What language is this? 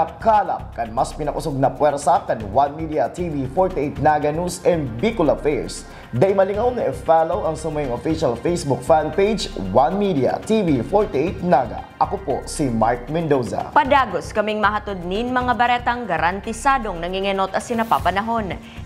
Bikol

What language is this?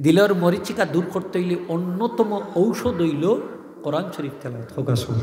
Sylheti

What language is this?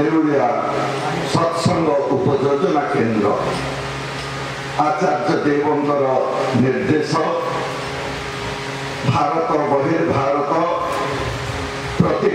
Odia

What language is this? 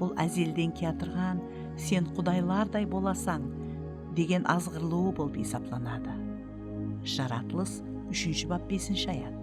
Kara-Kalpak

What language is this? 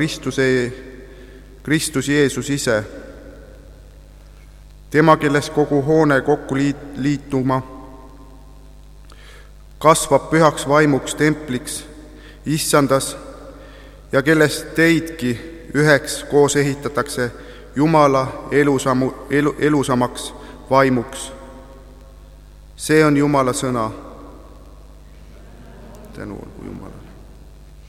Estonian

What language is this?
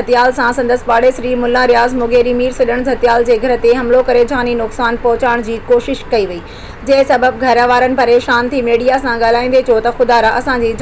Sindhi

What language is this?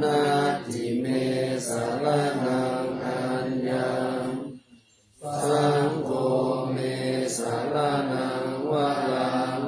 Pali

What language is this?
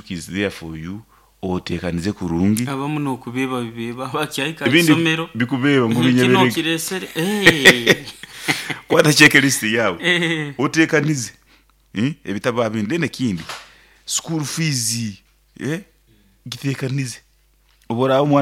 Nyoro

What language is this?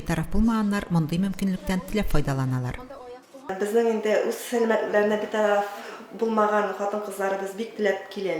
Tatar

